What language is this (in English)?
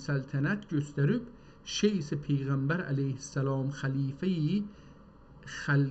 South Azerbaijani